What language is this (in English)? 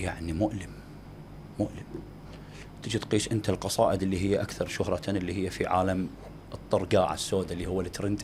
Mesopotamian Arabic